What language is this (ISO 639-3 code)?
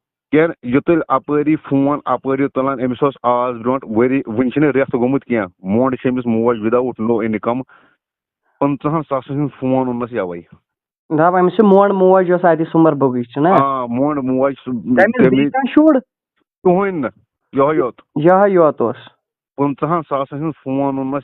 kas